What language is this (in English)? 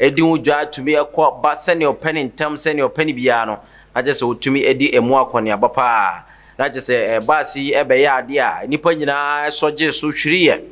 Akan